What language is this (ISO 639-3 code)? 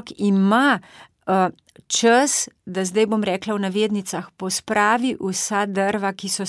slv